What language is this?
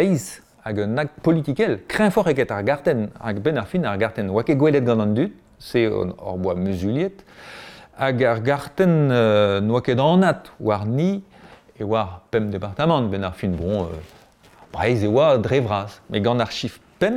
Breton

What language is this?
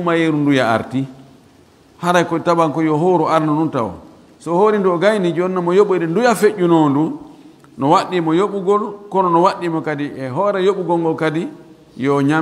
Fula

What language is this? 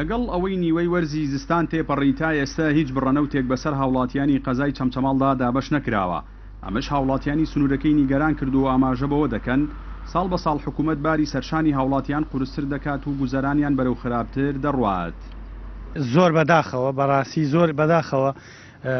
Central Kurdish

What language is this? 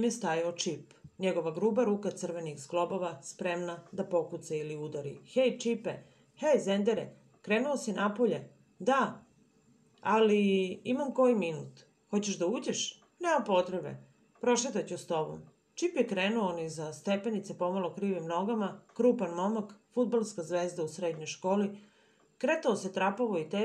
Serbian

